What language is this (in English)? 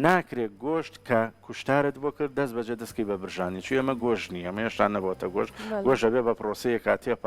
Central Kurdish